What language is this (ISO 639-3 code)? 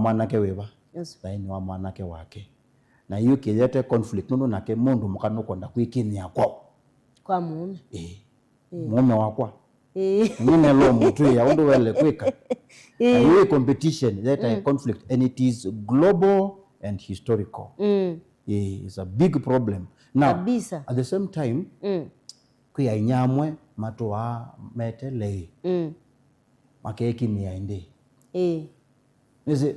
kam